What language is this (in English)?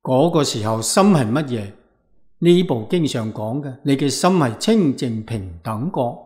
Cantonese